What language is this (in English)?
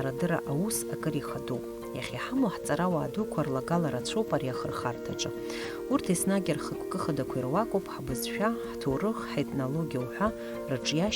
Abkhazian